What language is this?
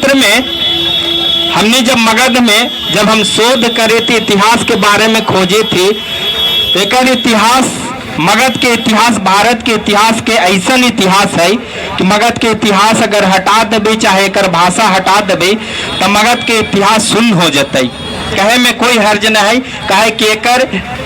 Magahi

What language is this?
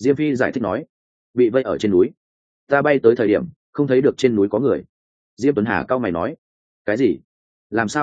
Vietnamese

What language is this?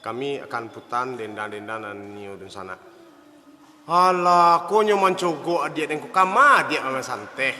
Minangkabau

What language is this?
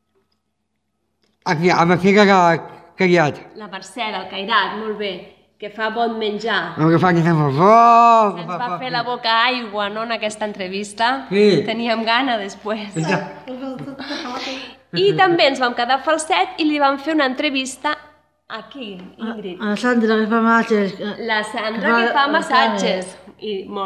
Catalan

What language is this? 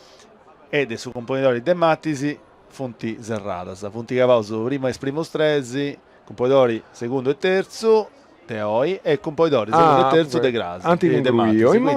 Sardinian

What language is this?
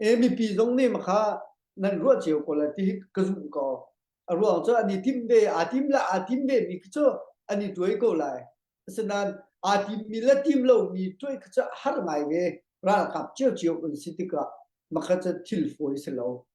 Hakha Chin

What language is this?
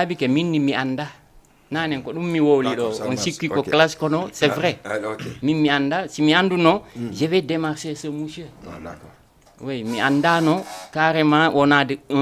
Fula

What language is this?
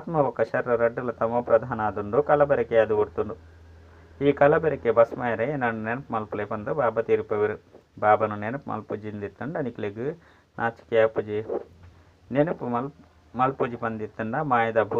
Tulu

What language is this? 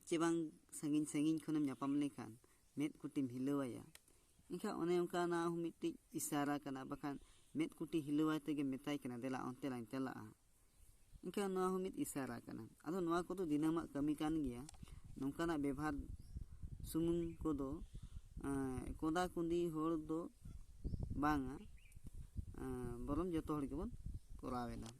Santali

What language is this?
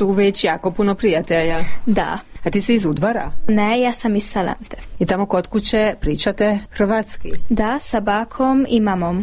Croatian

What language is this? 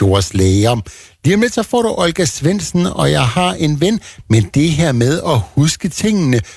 Danish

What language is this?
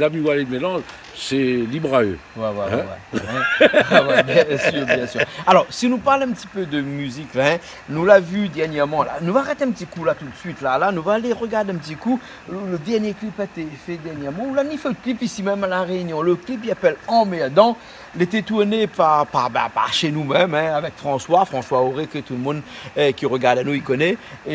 Réunion Creole French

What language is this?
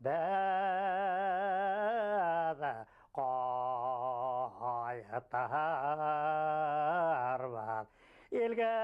Bashkir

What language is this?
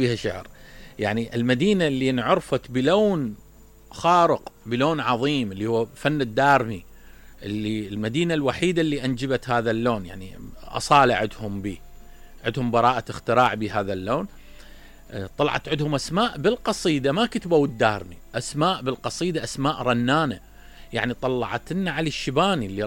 Mesopotamian Arabic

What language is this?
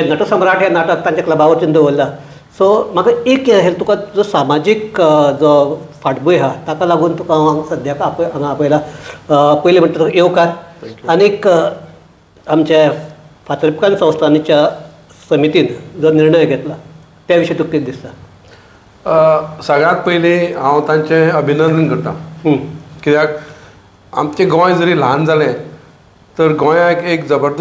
Konkani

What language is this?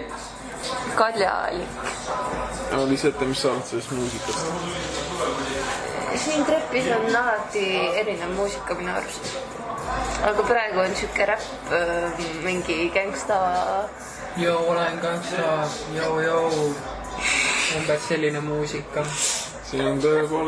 Estonian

